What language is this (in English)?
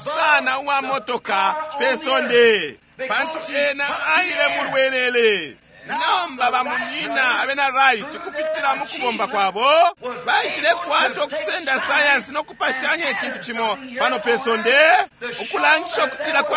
Bemba